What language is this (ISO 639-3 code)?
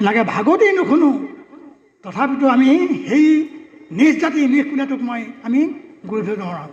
asm